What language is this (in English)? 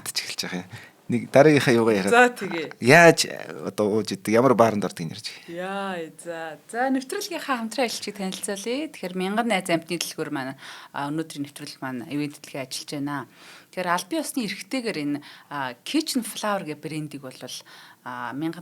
Mongolian